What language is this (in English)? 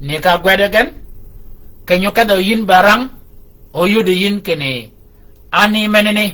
Shilluk